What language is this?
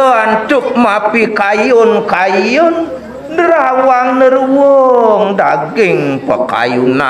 Balinese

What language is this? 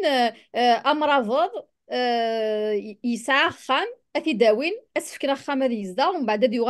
Kabyle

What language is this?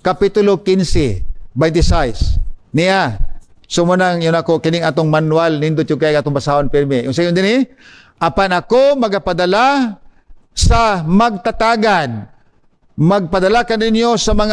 Cebuano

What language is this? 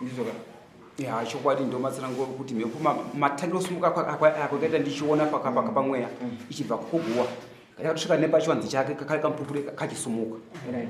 Shona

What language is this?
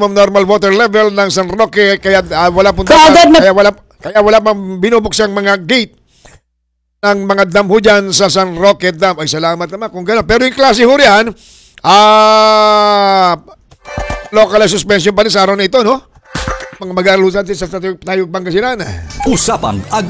Filipino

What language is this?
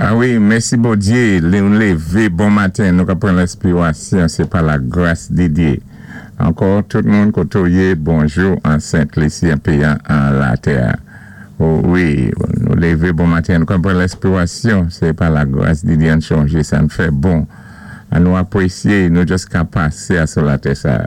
Saint Lucian Creole French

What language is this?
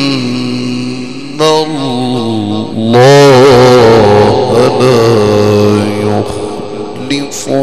Arabic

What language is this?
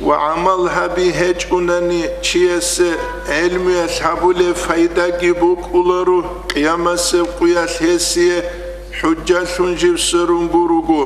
Avaric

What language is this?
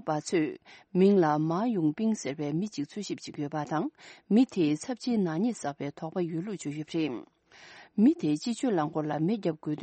Tibetan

